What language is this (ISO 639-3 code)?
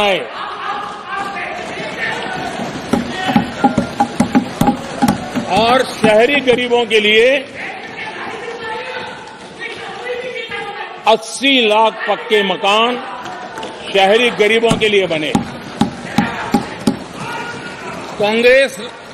hin